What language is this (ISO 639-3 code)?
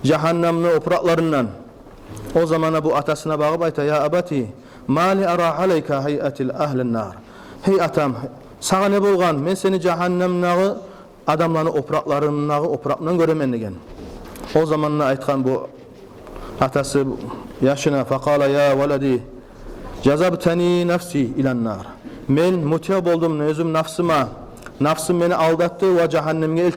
kum